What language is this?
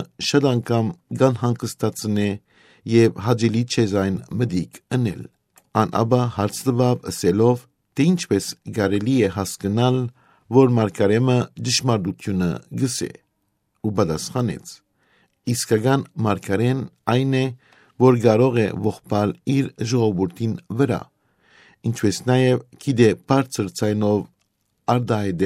Western Armenian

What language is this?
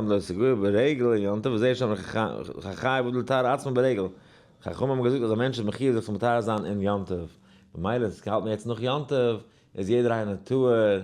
Yiddish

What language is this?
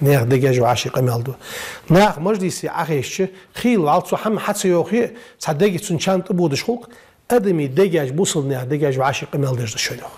Ingush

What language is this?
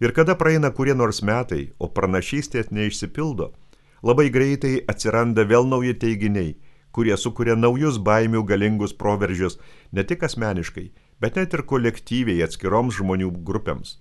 Lithuanian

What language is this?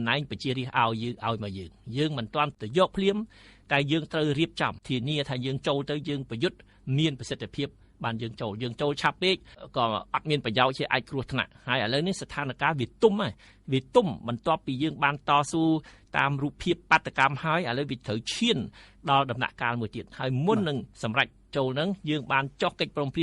Khmer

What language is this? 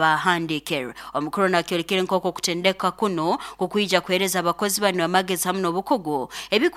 Nyoro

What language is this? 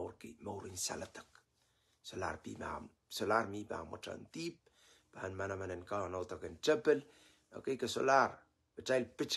Pohnpeian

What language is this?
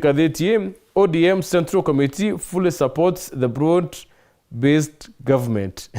Meru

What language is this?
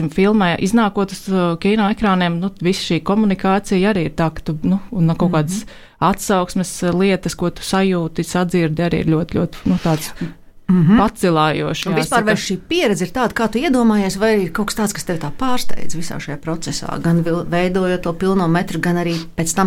Latvian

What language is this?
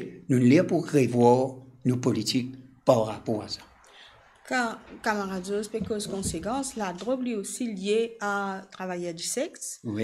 Morisyen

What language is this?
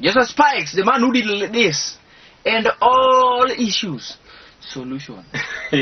Luo (Kenya and Tanzania)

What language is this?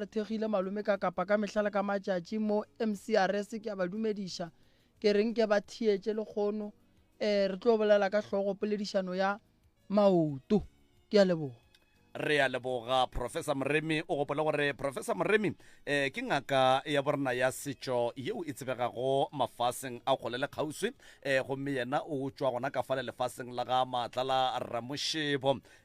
Northern Sotho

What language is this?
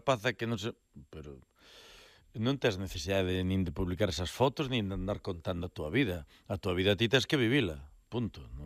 Galician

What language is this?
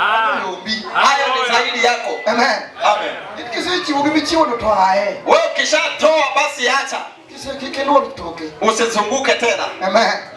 Luo (Kenya and Tanzania)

